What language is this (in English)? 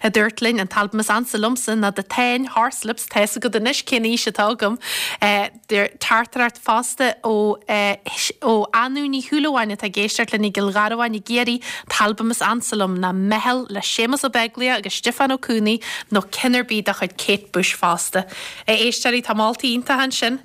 Irish